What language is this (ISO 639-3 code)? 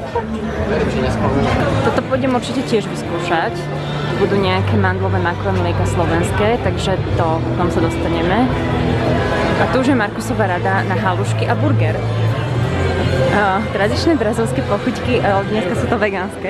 slk